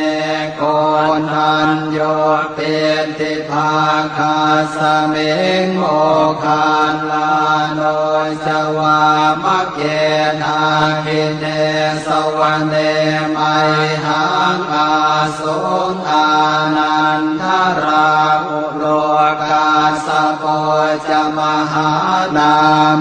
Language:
Pali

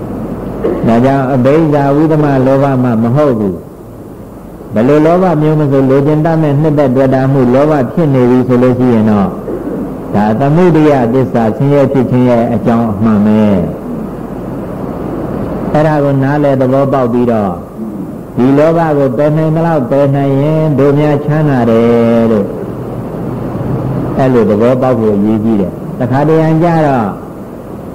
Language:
Burmese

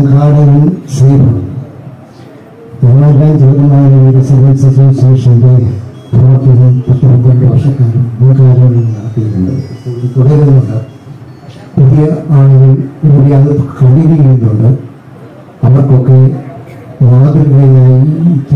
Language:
Malayalam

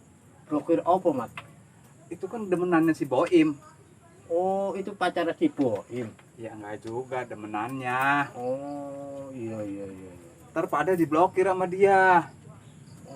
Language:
Betawi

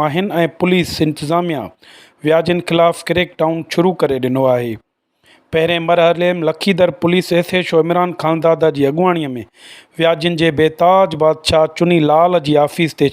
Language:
Sindhi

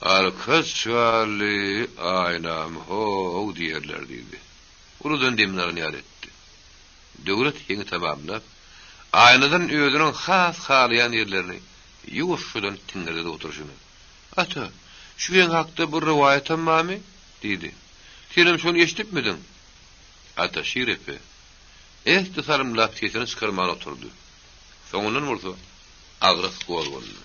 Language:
Turkmen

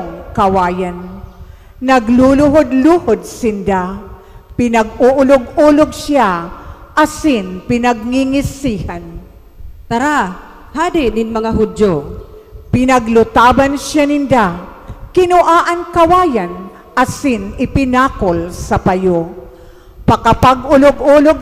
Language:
Bikol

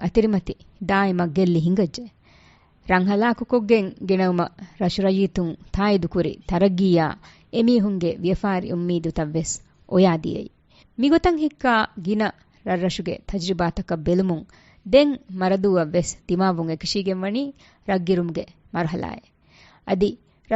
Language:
Divehi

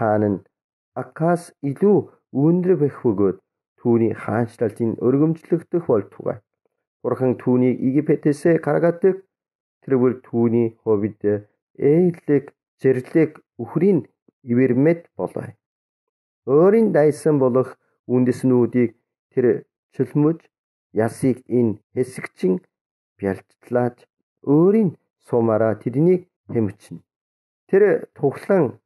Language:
Mongolian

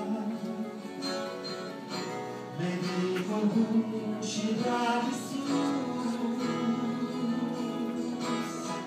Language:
Romanian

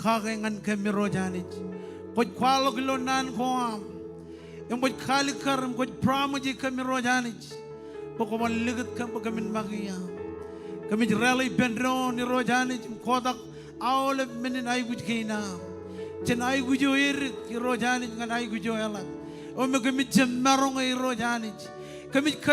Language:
Marshallese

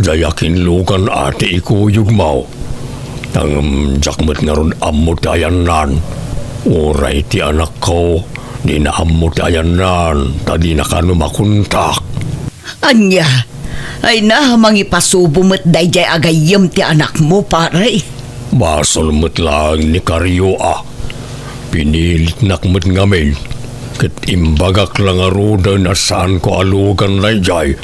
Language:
Iloko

